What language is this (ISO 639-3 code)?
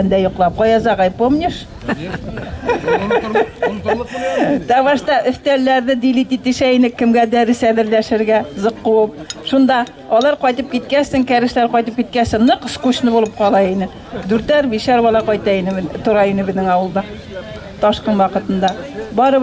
bak